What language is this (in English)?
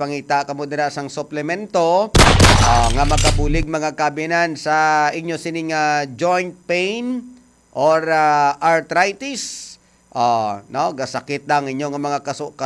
Hiligaynon